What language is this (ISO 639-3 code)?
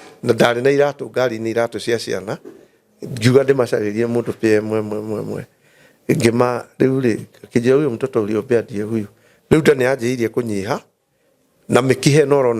kik